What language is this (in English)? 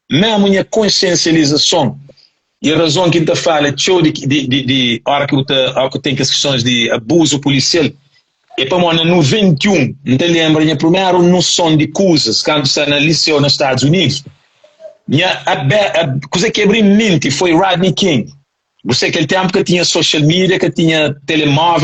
Kabuverdianu